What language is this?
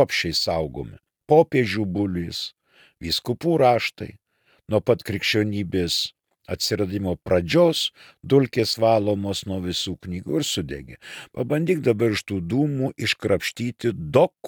Lithuanian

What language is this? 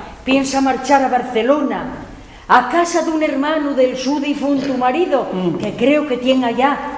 Asturian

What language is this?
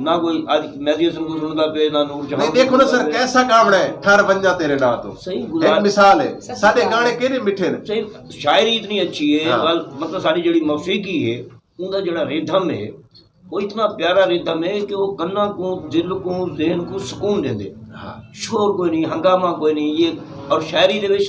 Saraiki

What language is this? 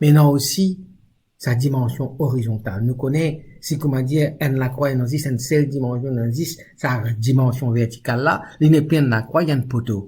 Morisyen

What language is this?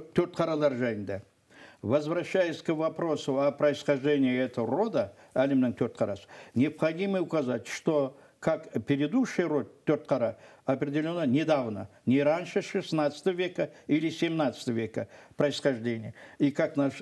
Kazakh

